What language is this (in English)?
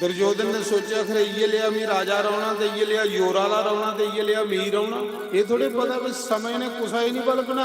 Dogri